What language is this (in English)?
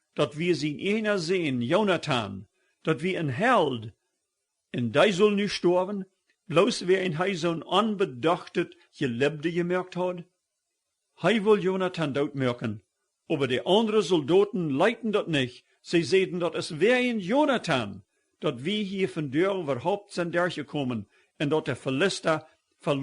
Plautdietsch